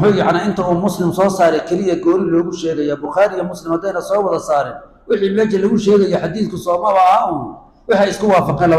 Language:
Somali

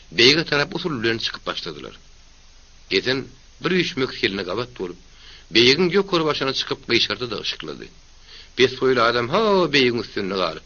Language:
Turkmen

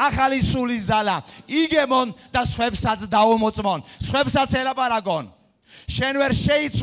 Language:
Georgian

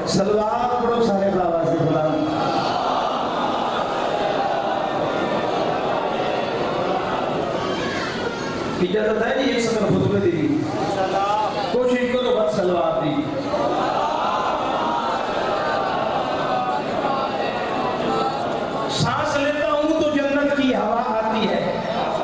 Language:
Urdu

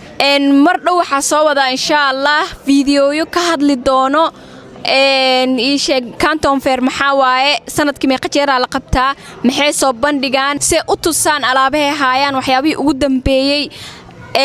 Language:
Somali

